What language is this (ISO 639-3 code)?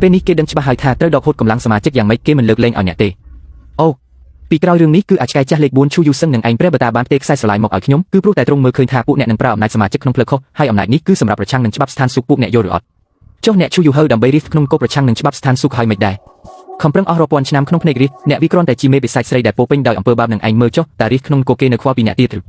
khm